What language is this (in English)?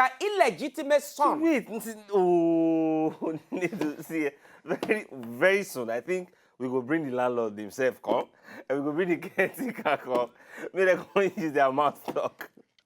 Nigerian Pidgin